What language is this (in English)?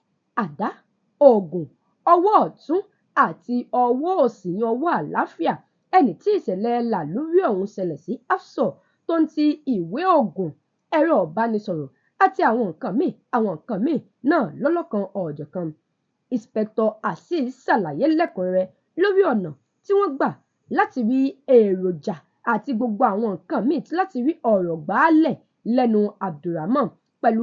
Yoruba